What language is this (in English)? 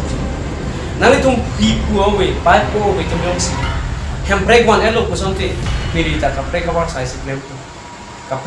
Karbi